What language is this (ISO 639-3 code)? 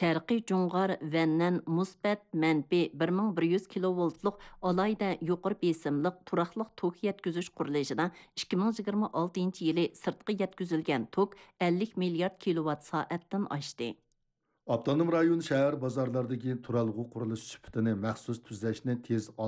uig